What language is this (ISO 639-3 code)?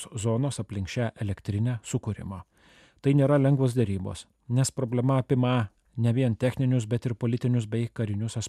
lit